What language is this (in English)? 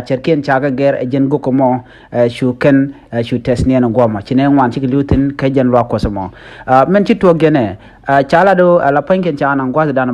Nuer